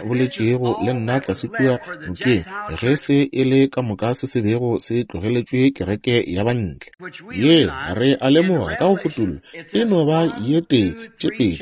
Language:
Northern Sotho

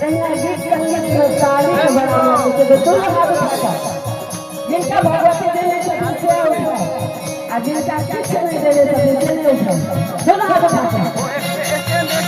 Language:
Maithili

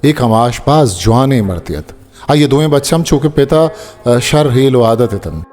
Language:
Baluchi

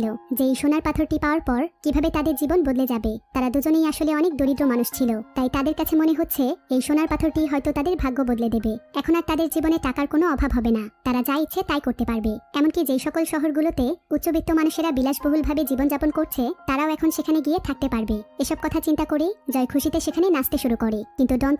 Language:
Bangla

